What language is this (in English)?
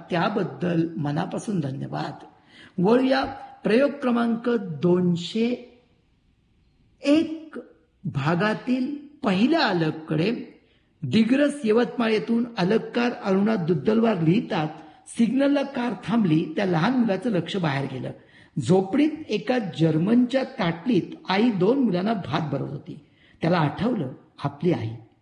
Marathi